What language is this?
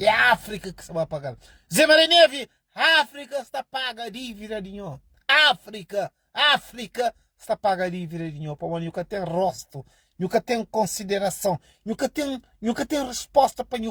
Kabuverdianu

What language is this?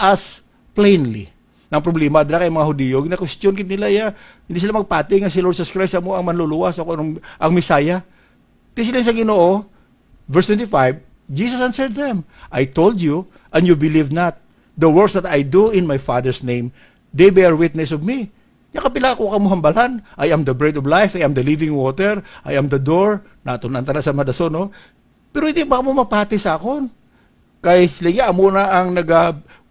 Hiligaynon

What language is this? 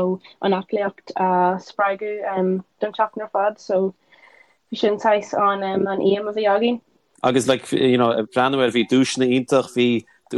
Irish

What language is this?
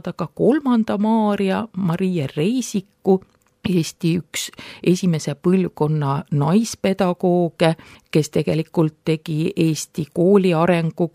Estonian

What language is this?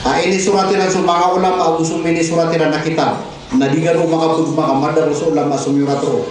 Maranao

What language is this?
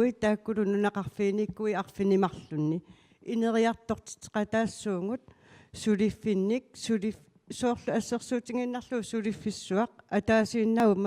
Kalaallisut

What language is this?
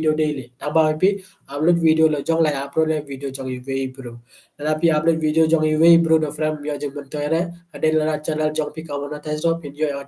Khasi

